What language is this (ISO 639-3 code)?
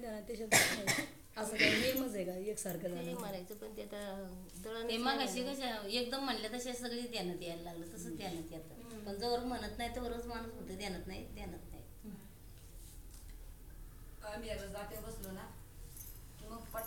mar